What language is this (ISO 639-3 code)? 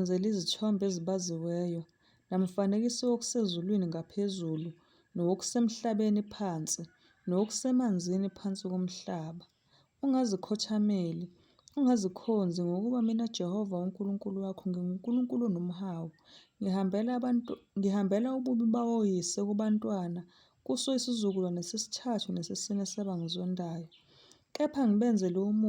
zul